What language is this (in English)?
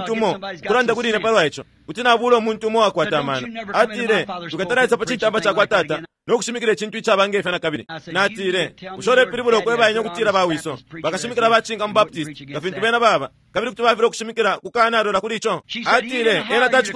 Bemba